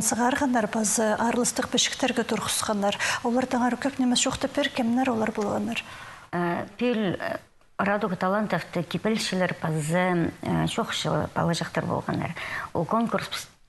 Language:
Khakas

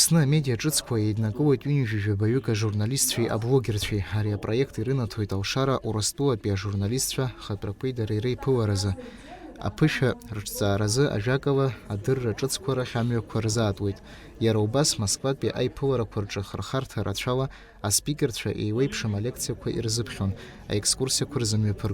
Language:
Abkhazian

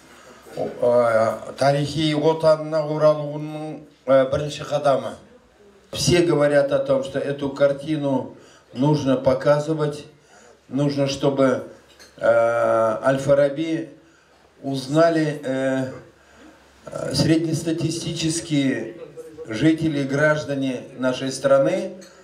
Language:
Kazakh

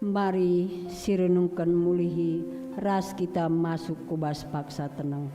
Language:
Batak Karo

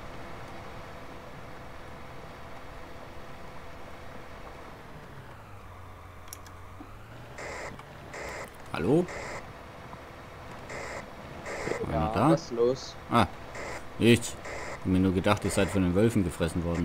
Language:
German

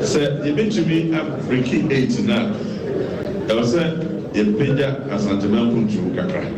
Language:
Akan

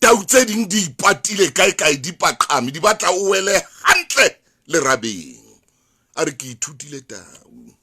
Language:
Southern Sotho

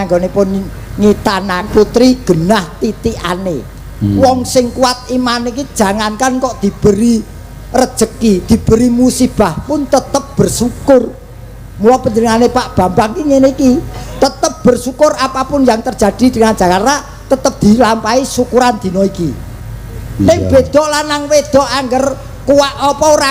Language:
Javanese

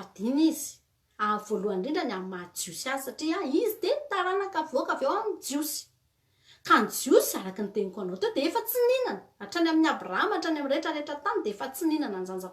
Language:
Malagasy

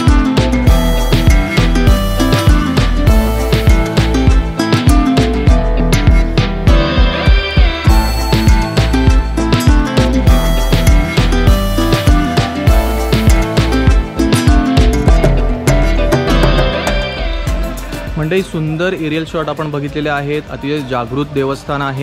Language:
Marathi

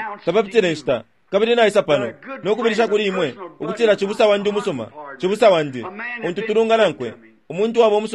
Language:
Bemba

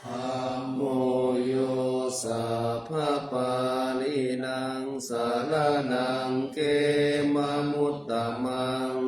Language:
Pali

